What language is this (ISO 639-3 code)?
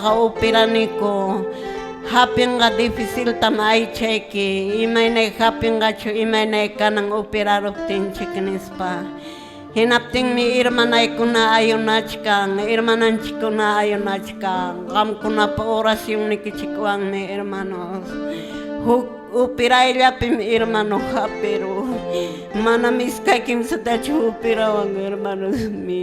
que